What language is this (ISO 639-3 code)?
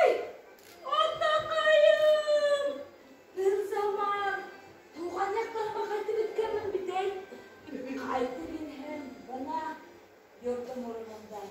bak